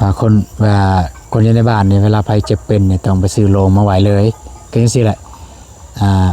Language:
Lao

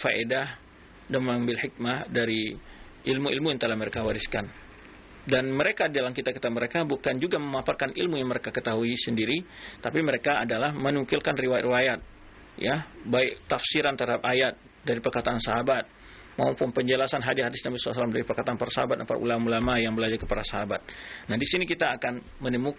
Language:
Indonesian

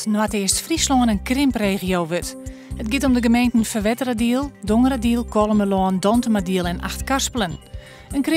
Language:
Western Frisian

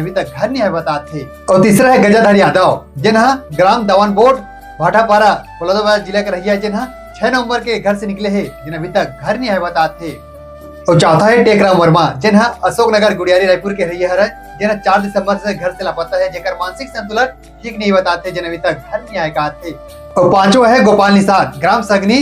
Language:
Chhattisgarhi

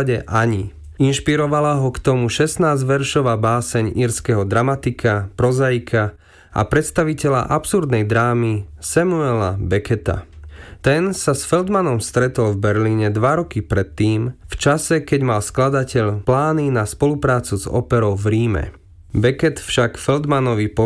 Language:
Slovak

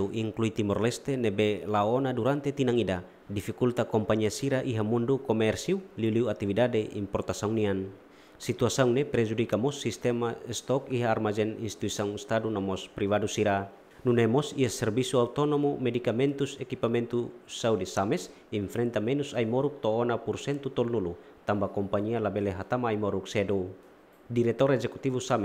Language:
Tetum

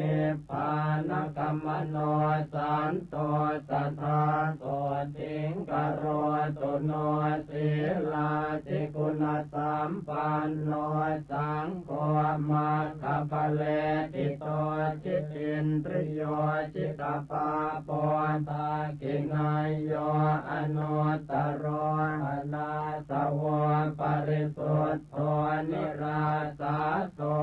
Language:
Pali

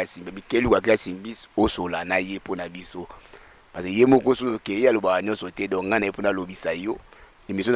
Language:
Lingala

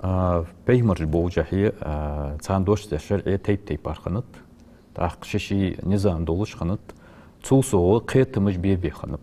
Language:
Ingush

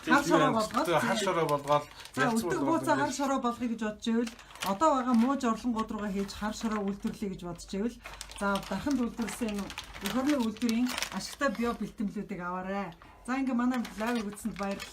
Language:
Mongolian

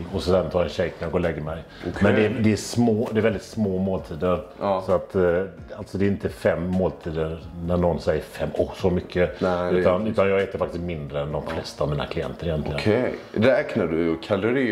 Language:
Swedish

